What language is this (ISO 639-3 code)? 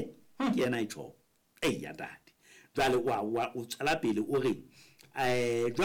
sot